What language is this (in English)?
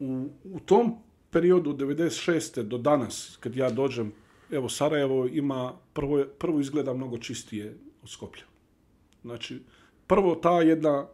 Bosnian